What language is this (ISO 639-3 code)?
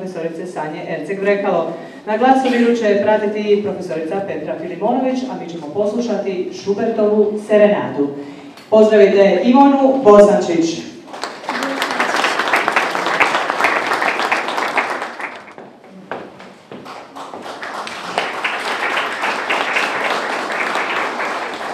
hrv